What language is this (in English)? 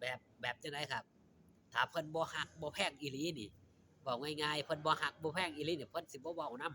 Lao